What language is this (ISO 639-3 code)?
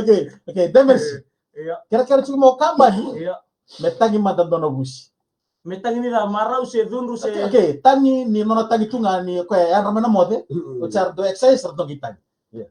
fij